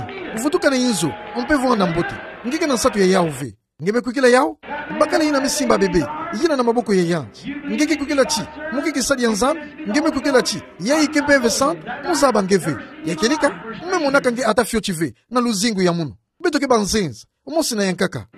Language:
Kituba (Democratic Republic of Congo)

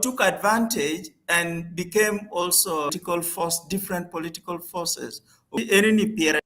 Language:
Acoli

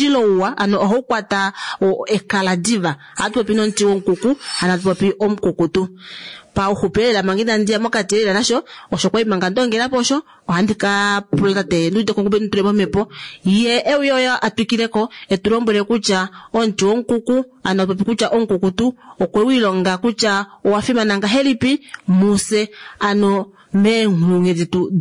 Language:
Kuanyama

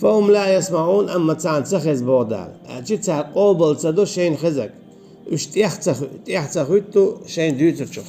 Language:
Chechen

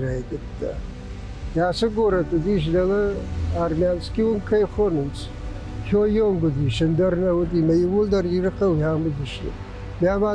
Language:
Ossetic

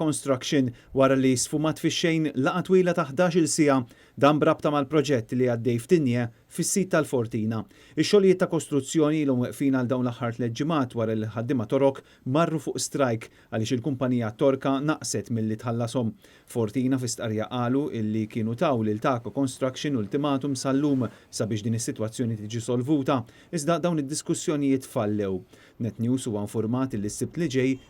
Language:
Maltese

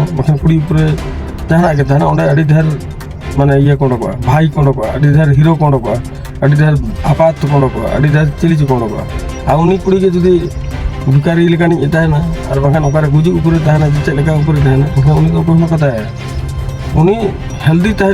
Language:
Santali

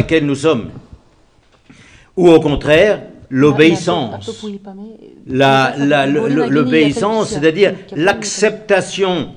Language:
French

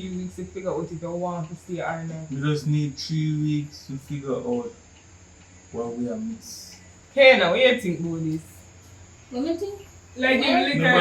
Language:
Jamaican Creole English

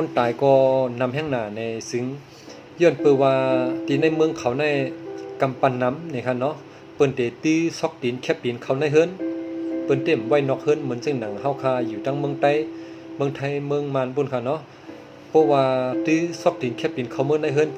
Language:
Shan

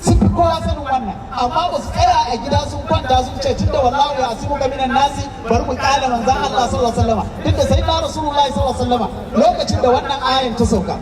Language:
Hausa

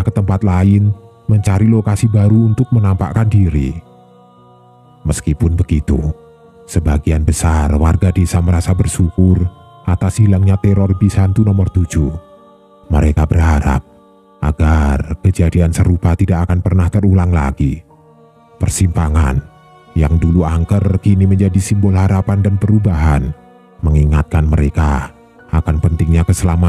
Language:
Indonesian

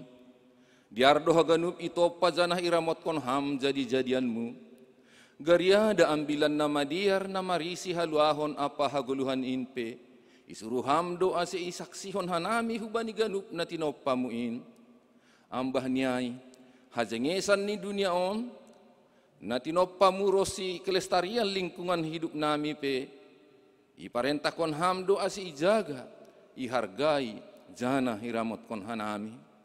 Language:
Batak Simalungun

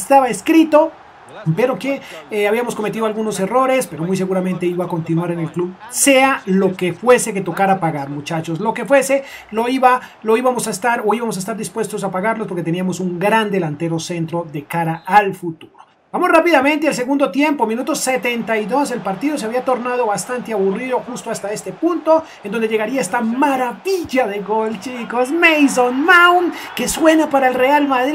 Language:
Spanish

